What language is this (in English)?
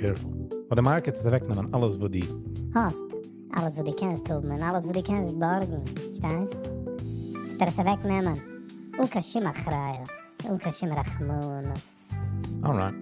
Yiddish